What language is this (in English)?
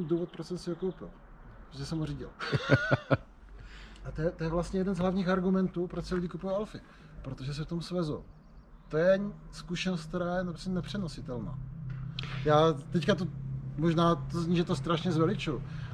Czech